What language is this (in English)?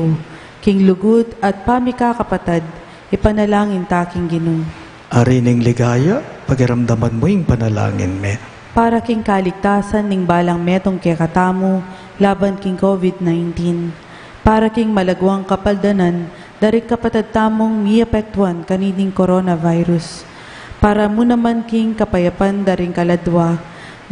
Pampanga